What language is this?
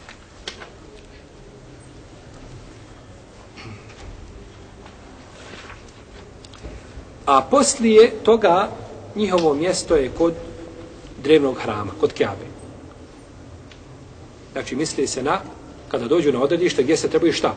Bosnian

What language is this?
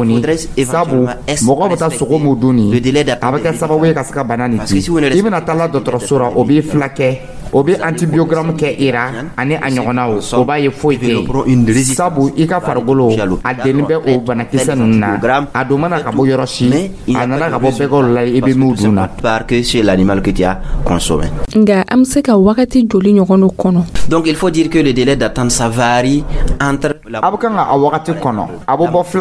Dyula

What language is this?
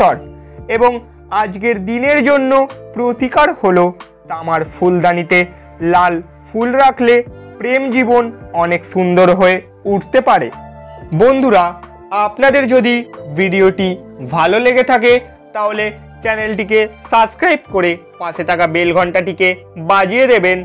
Bangla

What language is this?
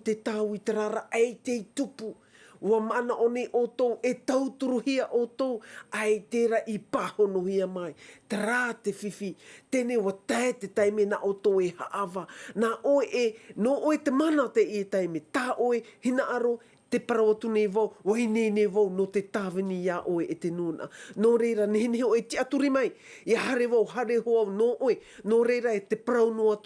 Tahitian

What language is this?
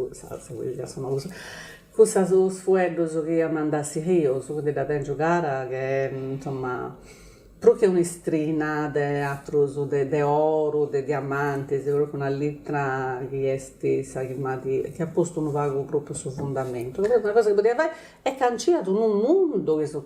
Sardinian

